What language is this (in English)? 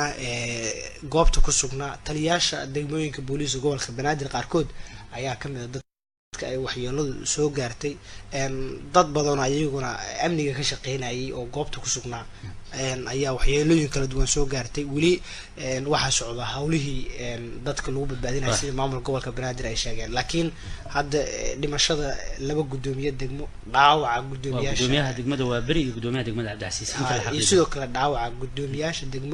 Somali